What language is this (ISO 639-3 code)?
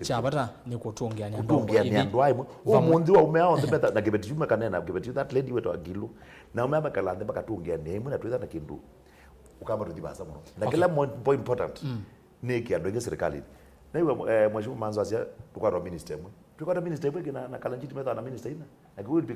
kam